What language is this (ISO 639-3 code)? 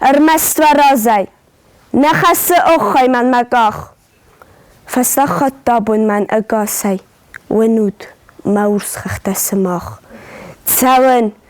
oss